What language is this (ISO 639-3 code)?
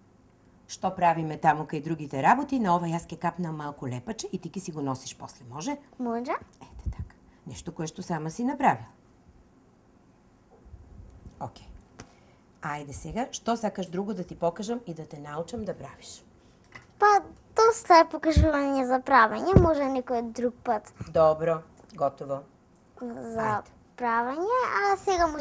mkd